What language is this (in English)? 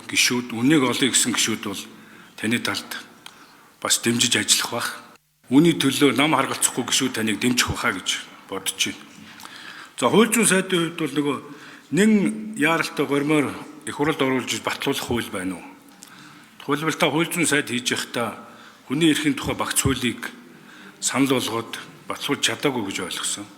Mongolian